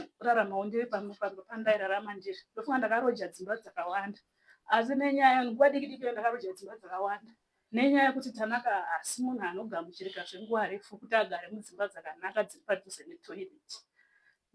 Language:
Shona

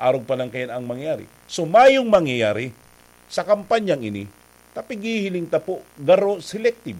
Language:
Bikol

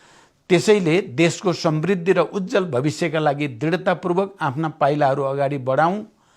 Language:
Nepali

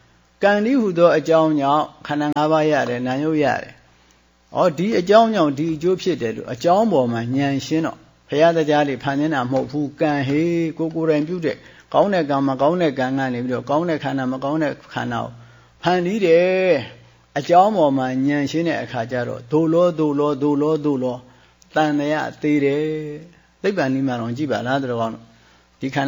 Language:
Burmese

